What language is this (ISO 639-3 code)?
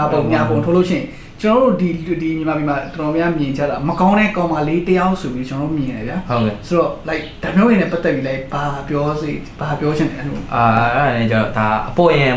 mya